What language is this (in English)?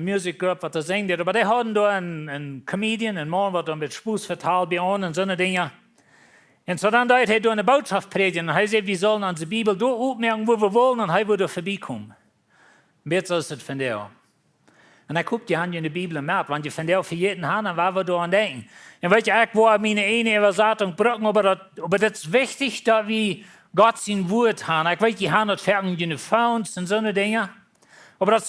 Plautdietsch